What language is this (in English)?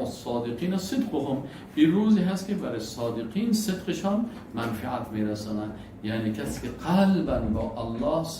Persian